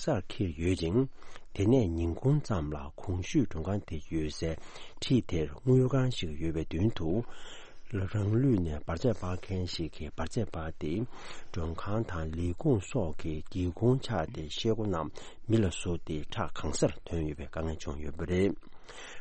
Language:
Tibetan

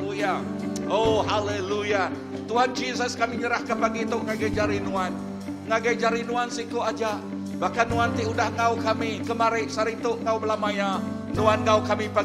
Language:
Iban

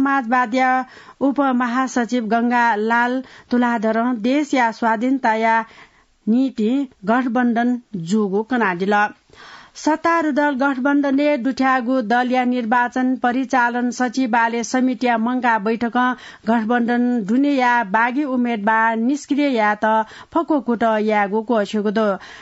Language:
Newari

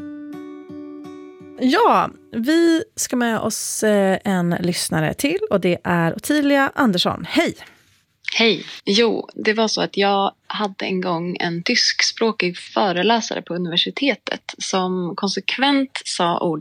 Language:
Swedish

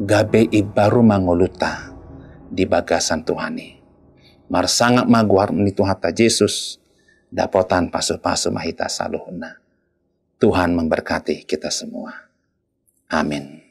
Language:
Batak Toba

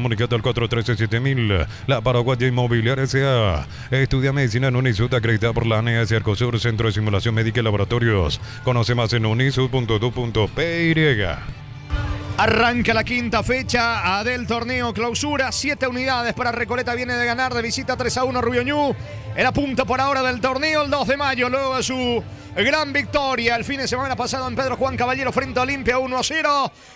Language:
Spanish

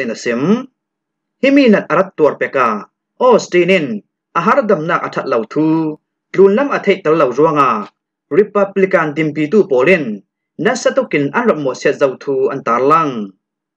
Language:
Hakha Chin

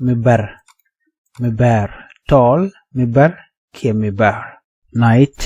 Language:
Nuer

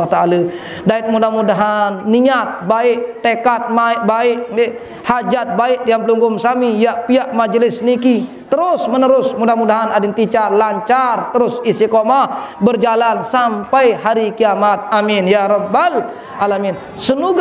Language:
Sasak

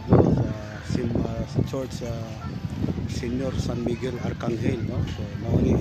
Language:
Cebuano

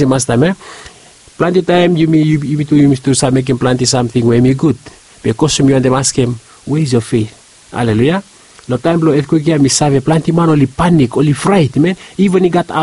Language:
Bislama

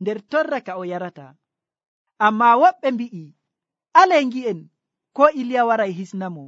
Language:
Nigerian Fulfulde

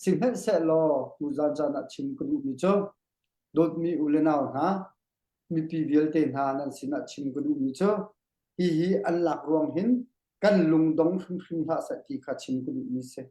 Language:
Hakha Chin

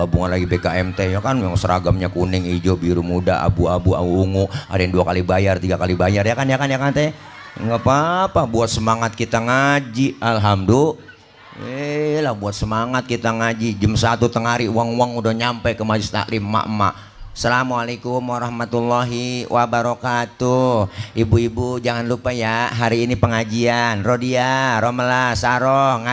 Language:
Betawi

